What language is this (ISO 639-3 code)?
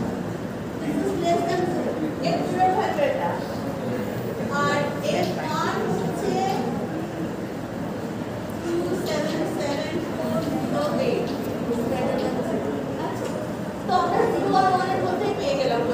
ben